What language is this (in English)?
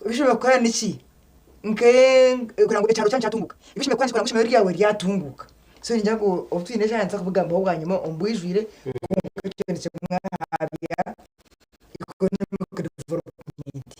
Nyankole